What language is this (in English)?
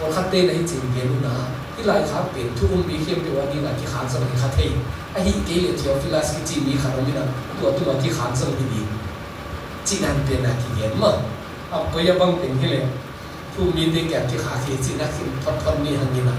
Tedim Chin